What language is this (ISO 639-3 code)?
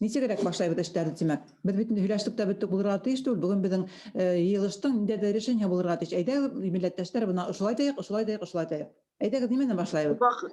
bak